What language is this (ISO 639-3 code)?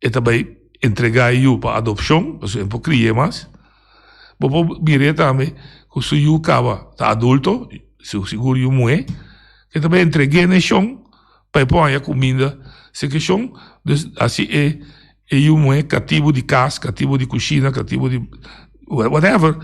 pap